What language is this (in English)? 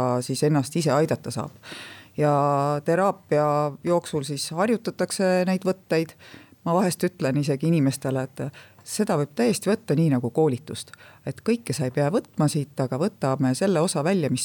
Estonian